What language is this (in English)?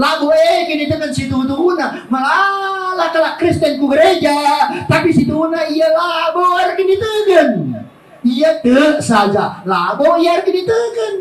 Batak Karo